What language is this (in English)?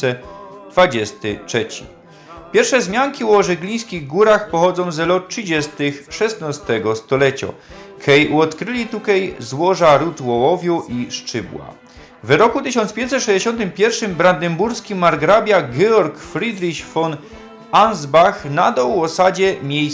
Silesian